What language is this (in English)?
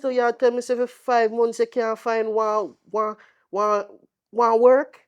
Jamaican Creole English